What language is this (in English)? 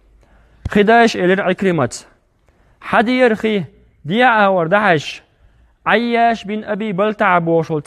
Chechen